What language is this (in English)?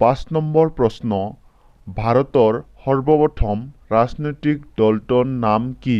Assamese